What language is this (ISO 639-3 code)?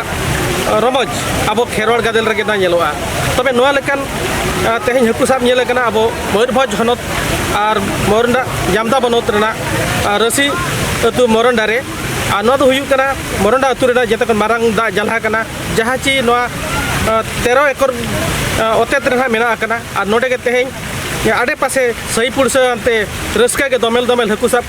sat